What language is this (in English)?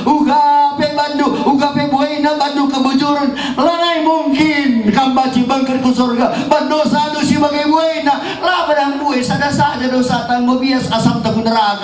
Batak Karo